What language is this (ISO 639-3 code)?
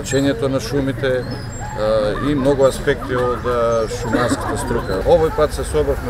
mkd